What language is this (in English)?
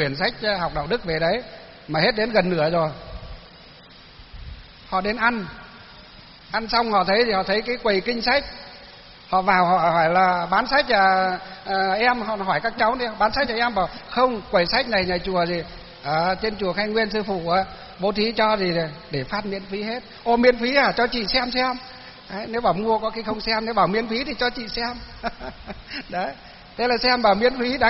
Vietnamese